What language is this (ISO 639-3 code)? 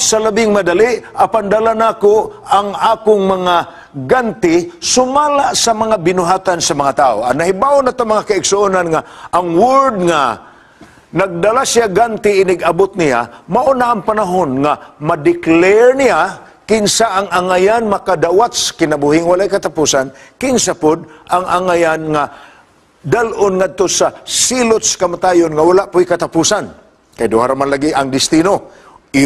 ceb